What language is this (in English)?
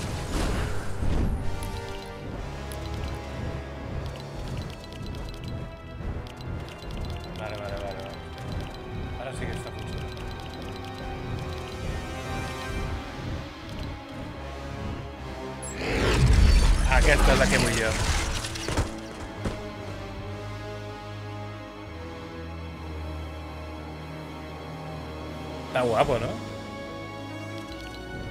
Catalan